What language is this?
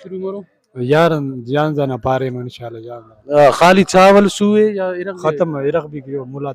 Brahui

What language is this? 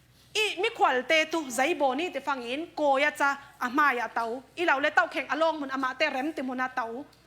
Falam Chin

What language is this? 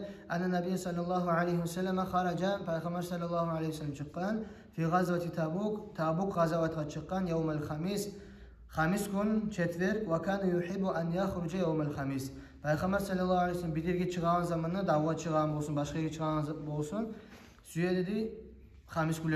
Kumyk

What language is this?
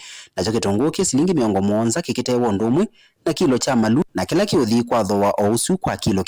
Kamba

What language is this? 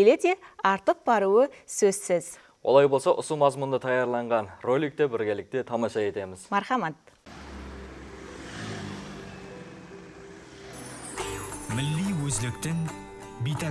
Kara-Kalpak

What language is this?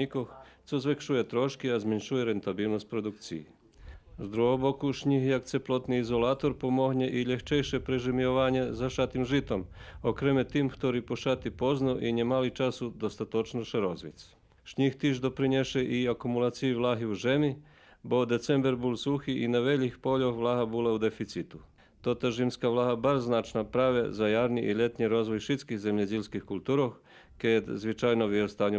Rusyn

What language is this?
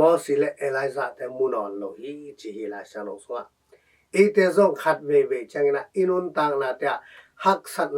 Tedim Chin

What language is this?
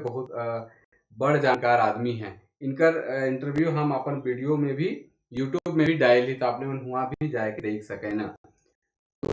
Sadri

